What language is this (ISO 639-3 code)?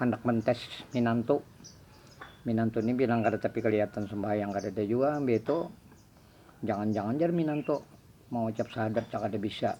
bjn